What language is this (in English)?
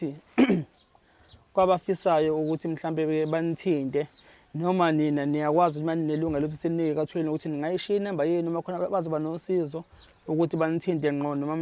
Zulu